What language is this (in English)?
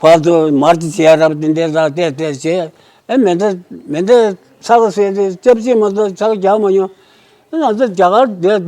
Tibetan